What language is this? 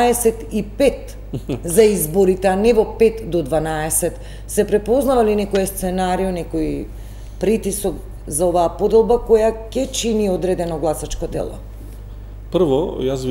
Macedonian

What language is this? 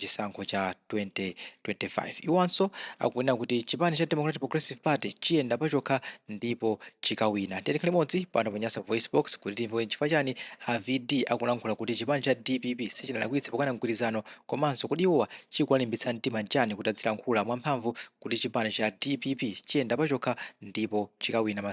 Nyanja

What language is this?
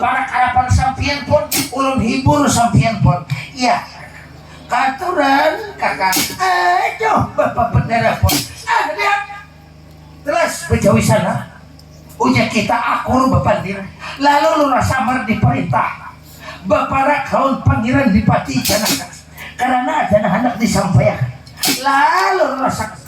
Banjar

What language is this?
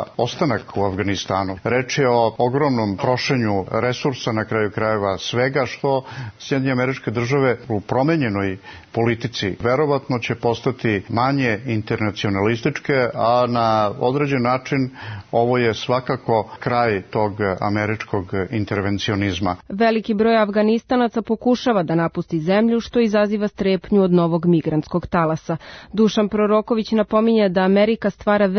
Serbian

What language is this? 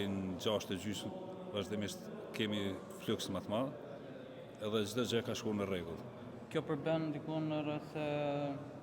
Albanian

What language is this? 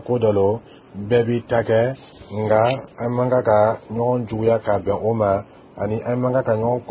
Dyula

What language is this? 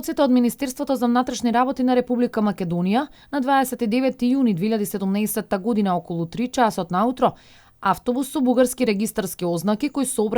Macedonian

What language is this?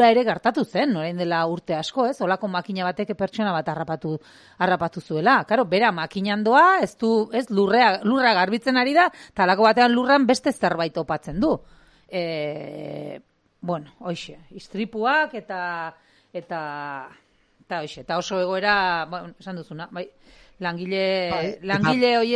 Basque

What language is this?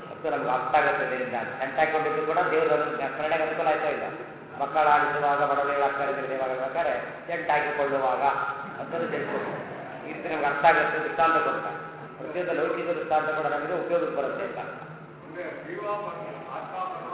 Kannada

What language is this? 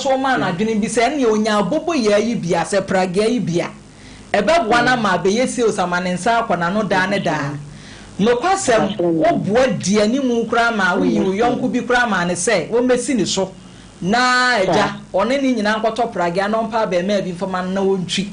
Akan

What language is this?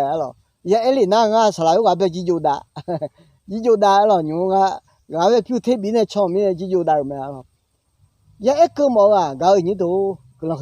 Akha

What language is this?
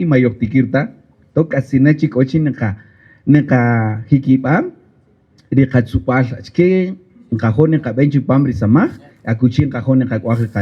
Kaqchikel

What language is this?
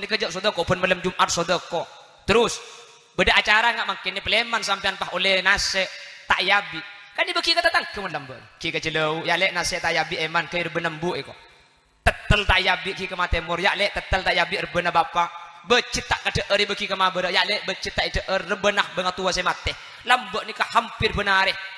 Madurese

